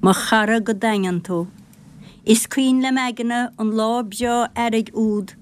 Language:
Irish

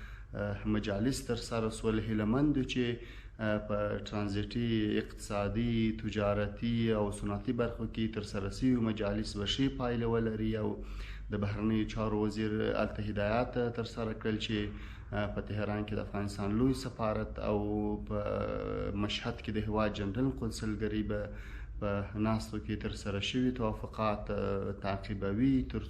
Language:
Pashto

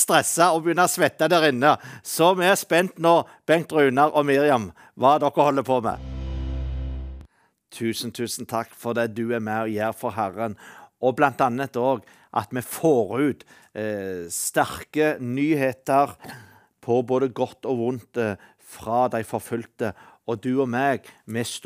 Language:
Norwegian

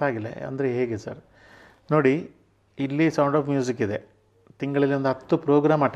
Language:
Kannada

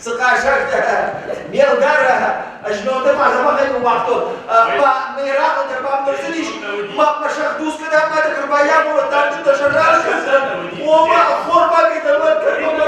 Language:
Ossetic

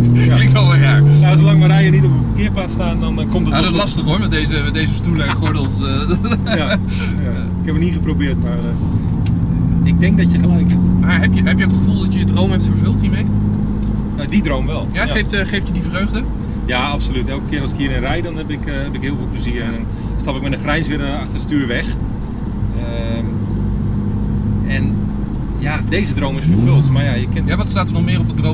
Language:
Dutch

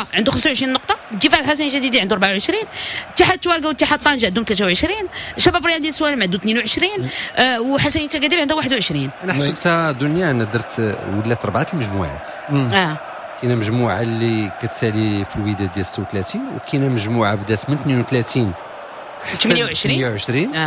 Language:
Moroccan Arabic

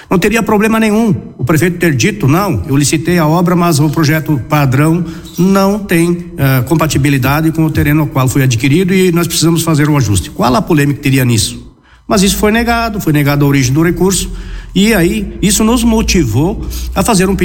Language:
Portuguese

